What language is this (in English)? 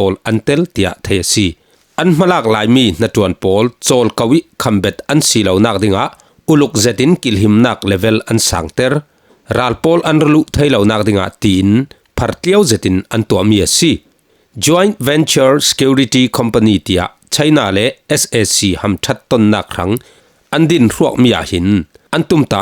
Falam Chin